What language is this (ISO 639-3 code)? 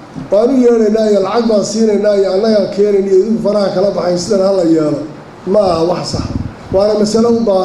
som